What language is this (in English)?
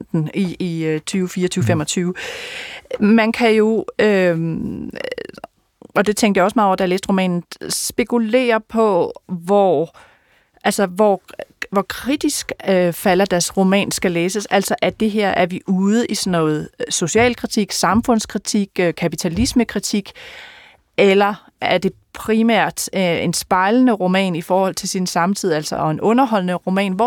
Danish